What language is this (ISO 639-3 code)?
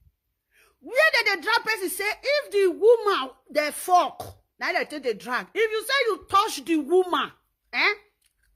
pcm